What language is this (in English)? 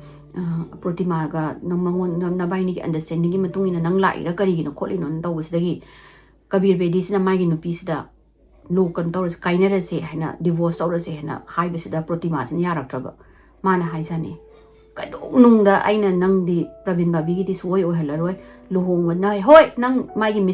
Manipuri